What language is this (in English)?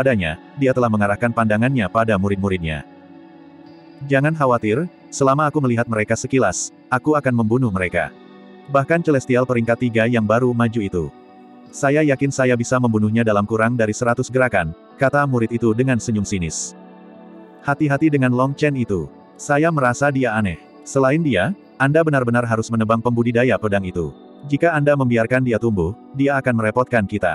Indonesian